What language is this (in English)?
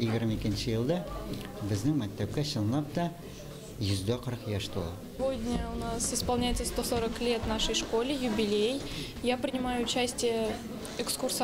Tatar